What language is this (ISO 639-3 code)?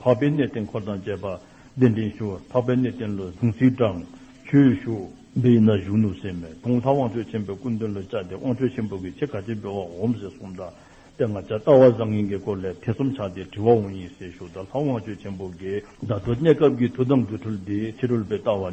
dzo